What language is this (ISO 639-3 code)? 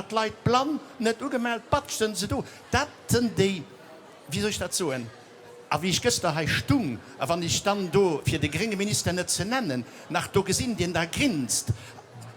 ltz